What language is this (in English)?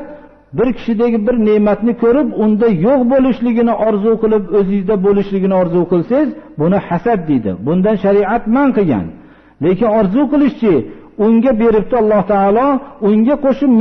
Uzbek